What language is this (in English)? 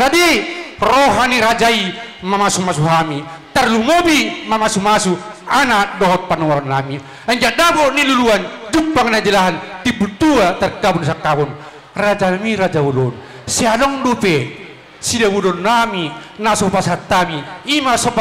Batak Toba